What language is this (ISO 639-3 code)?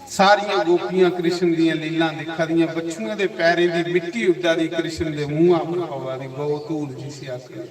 doi